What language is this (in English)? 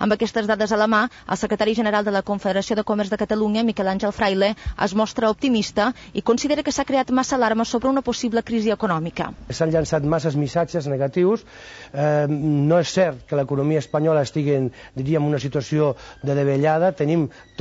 Catalan